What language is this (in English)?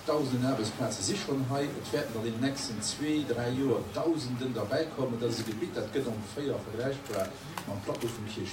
Luxembourgish